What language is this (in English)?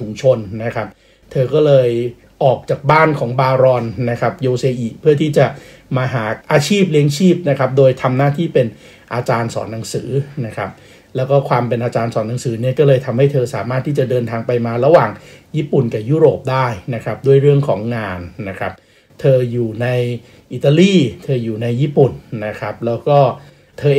Thai